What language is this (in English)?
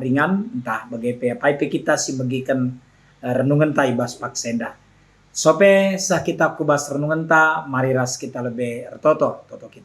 Batak Karo